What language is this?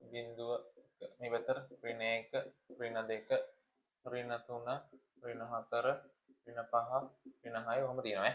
Sinhala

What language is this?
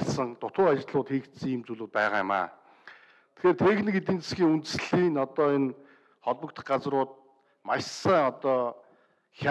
Mongolian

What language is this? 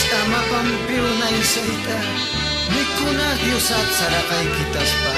Aymara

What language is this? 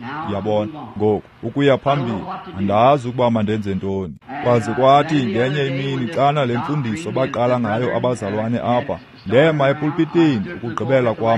Xhosa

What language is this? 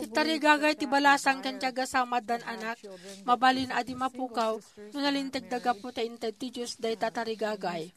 Iloko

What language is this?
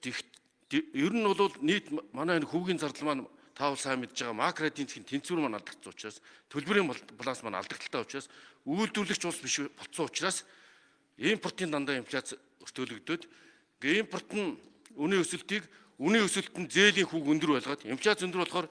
Mongolian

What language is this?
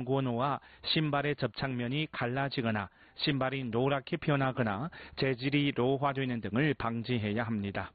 Korean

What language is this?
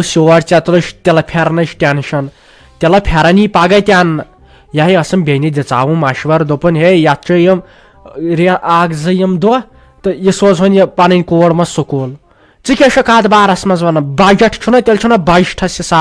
Kashmiri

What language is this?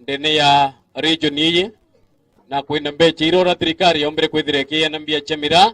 Meru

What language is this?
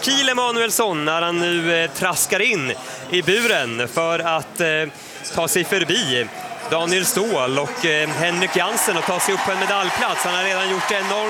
Swedish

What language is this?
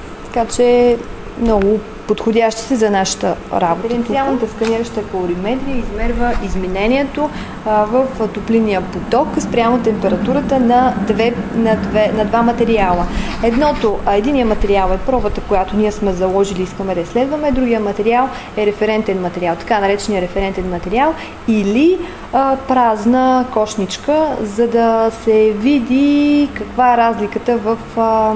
Bulgarian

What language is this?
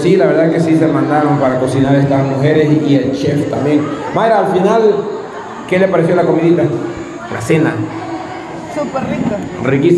Spanish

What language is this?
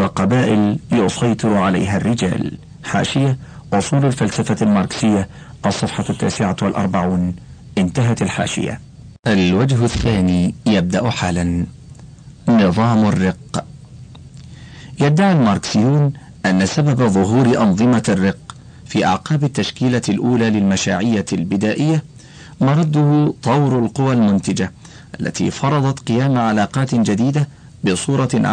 Arabic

